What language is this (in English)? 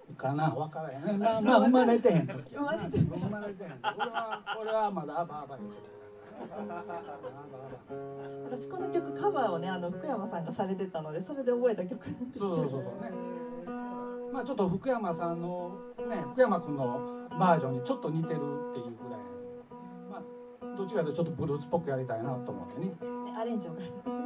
Japanese